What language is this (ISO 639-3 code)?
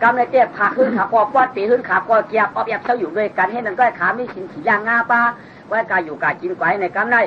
shn